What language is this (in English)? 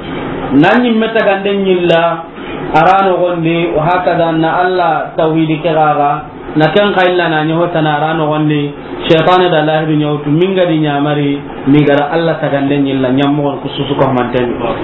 Soninke